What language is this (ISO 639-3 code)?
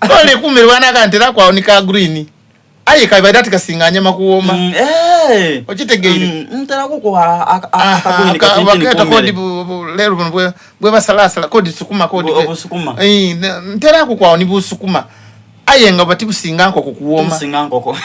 xog